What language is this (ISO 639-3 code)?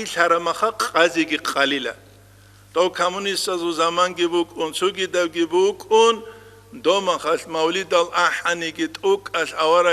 ava